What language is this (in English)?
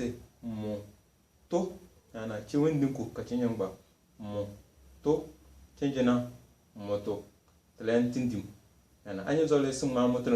Tem